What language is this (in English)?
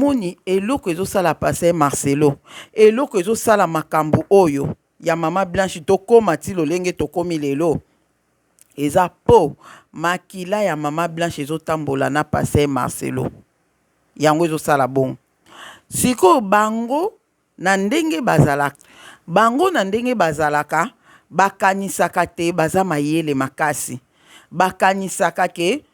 Lingala